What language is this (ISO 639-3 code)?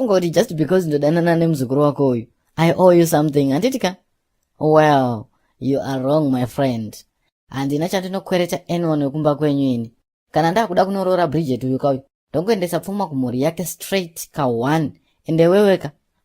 sna